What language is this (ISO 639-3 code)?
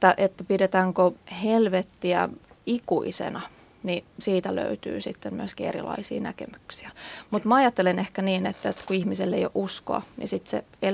fin